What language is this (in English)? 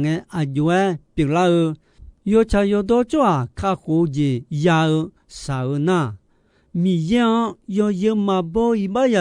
Akha